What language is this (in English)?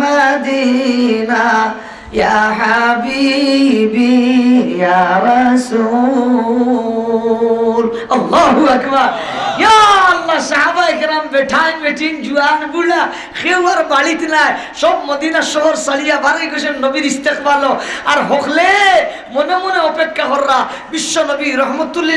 Sylheti